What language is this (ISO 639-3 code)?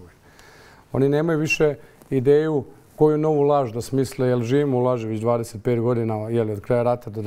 bos